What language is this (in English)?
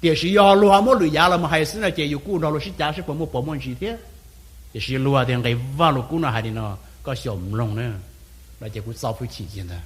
Hmong